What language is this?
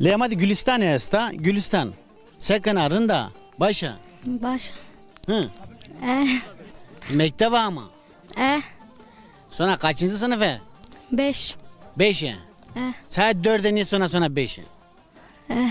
Zaza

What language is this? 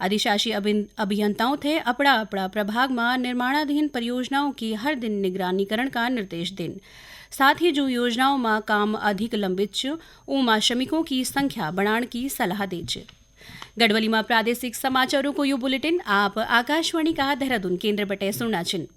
Garhwali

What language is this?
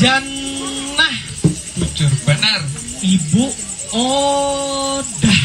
Banjar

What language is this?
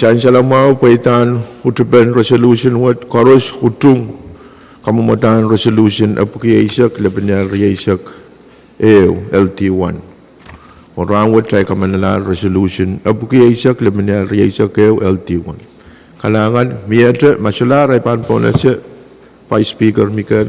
Pohnpeian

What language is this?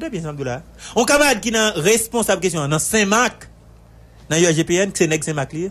Haitian Creole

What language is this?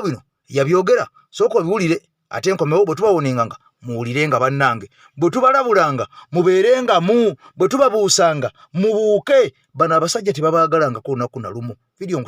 Ganda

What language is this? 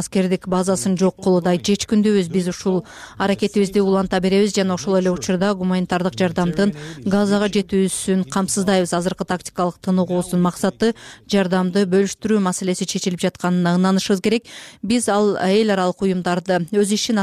Kyrgyz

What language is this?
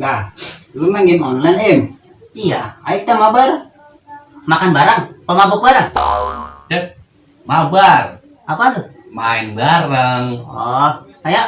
Betawi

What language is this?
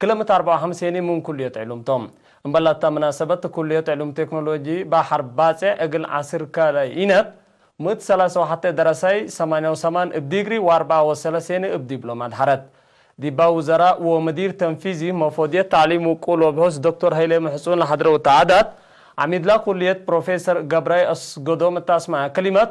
Tigre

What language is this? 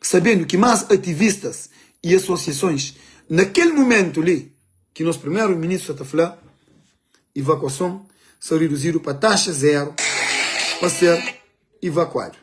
Kabuverdianu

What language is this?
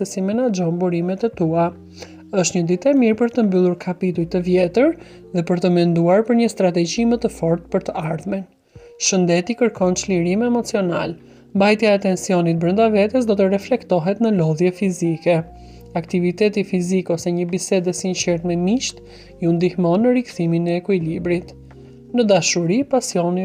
Albanian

